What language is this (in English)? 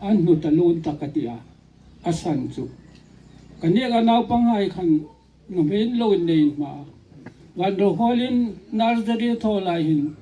Hmar